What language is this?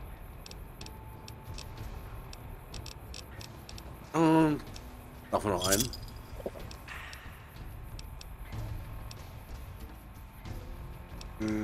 German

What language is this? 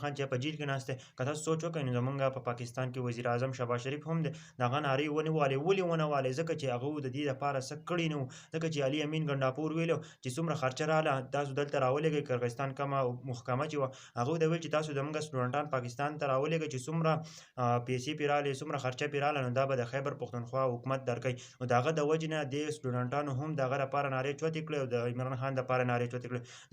Pashto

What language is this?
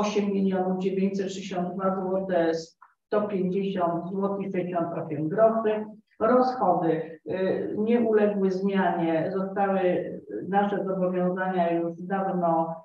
Polish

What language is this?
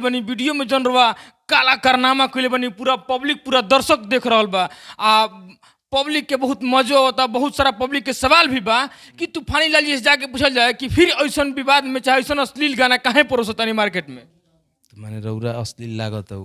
Bhojpuri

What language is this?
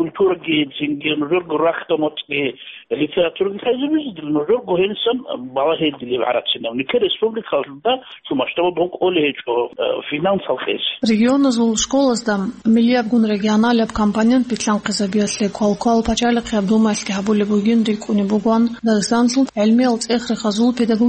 Avaric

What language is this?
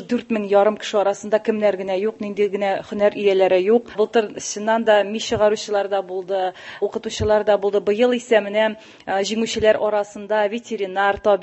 Tatar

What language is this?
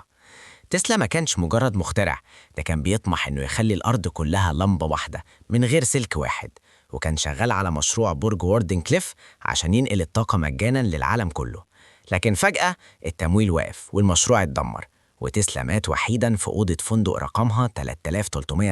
Egyptian Arabic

